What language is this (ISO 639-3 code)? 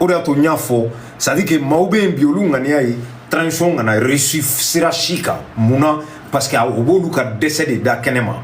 bam